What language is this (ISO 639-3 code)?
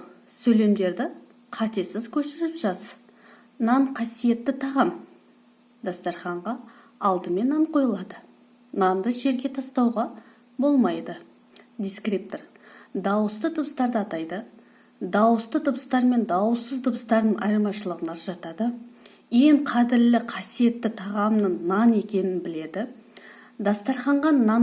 kaz